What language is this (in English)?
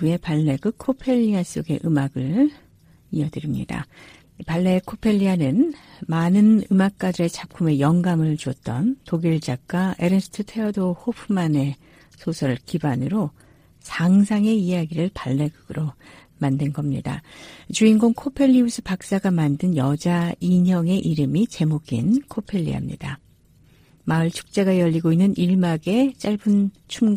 Korean